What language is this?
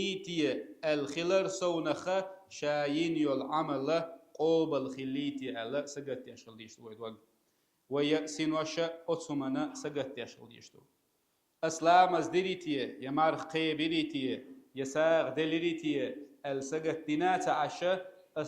Chechen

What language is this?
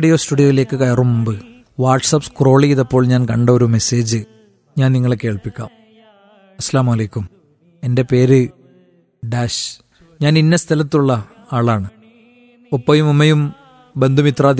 Malayalam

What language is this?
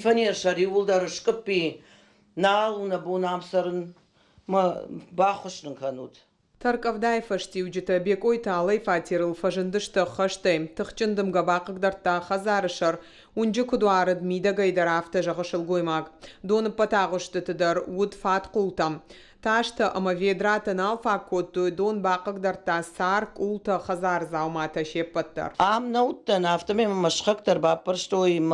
Ossetic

